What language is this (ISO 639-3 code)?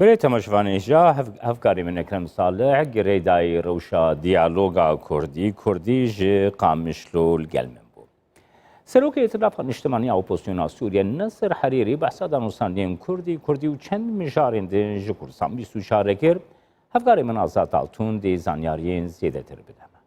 kur